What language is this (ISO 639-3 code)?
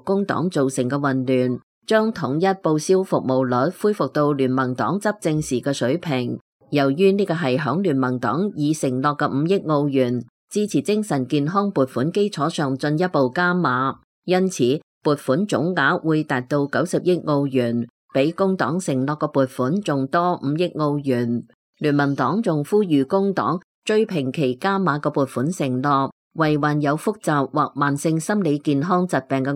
yue